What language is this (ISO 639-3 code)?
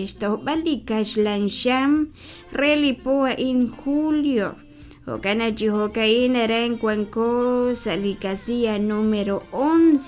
kek